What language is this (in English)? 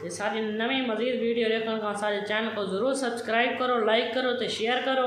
Saraiki